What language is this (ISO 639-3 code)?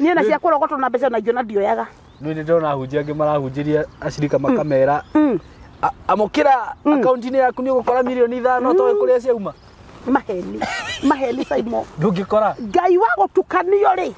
kik